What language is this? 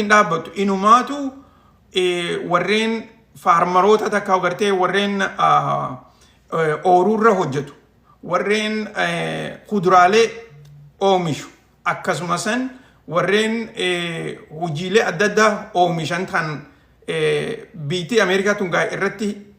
Oromo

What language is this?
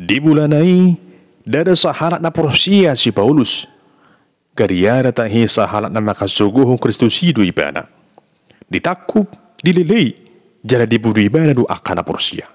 Batak Toba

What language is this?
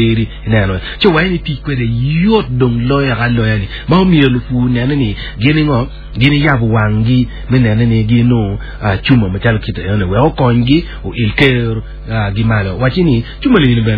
Acoli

